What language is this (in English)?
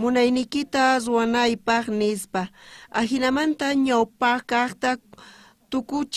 South Bolivian Quechua